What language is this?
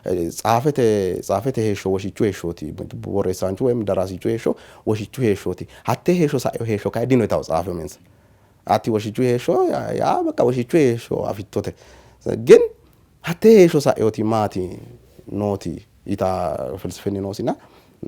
Sidamo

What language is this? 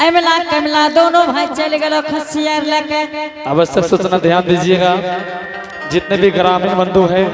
Angika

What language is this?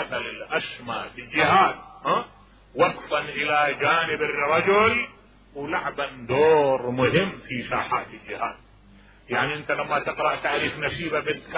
Mesopotamian Arabic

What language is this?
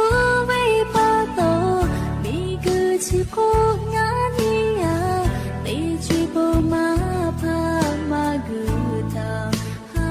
Lahu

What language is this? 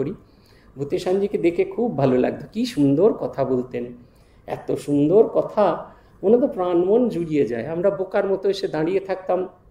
Bangla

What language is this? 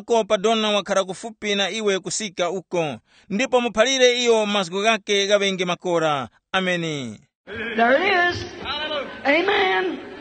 Tumbuka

